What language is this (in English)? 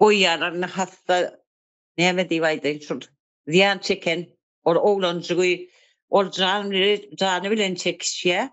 Turkmen